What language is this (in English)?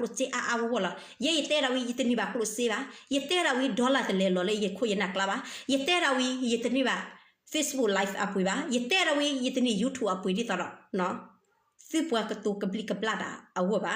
S'gaw Karen